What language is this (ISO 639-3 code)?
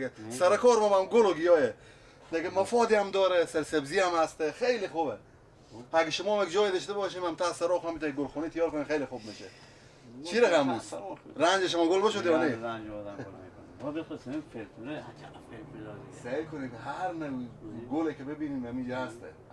fas